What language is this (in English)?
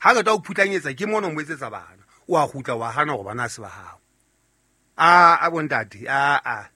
Southern Sotho